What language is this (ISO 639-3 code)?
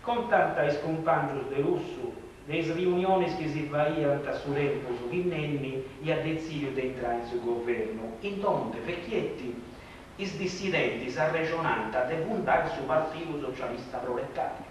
srd